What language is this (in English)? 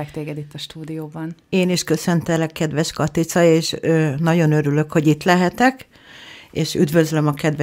Hungarian